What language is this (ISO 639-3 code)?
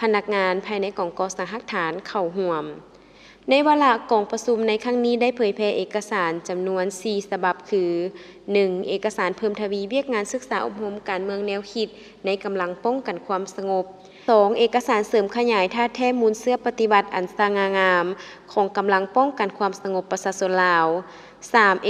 lao